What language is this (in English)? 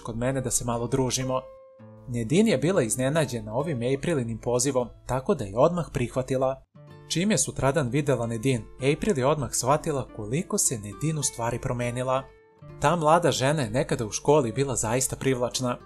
Serbian